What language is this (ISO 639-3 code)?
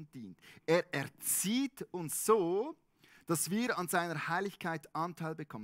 gsw